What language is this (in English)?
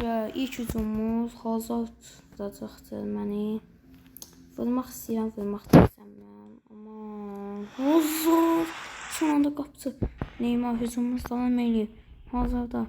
Azerbaijani